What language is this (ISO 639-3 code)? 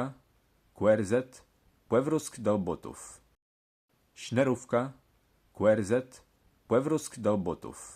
csb